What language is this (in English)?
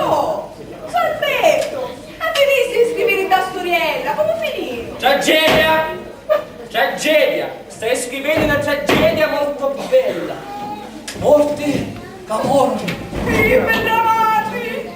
Sicilian